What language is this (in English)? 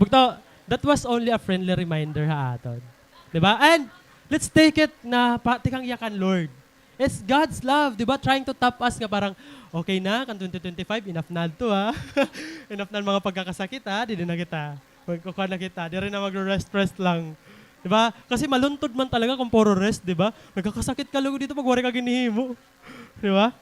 Waray